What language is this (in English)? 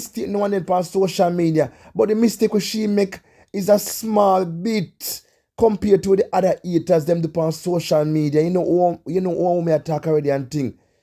Jamaican Creole English